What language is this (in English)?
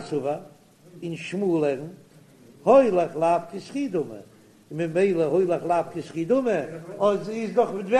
Yiddish